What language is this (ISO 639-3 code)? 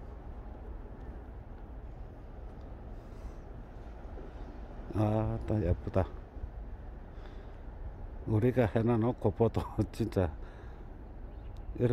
kor